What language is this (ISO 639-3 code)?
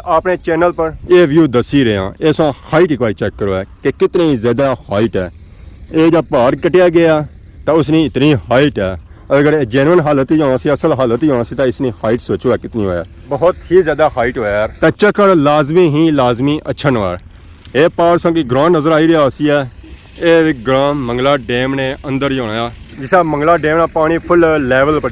phr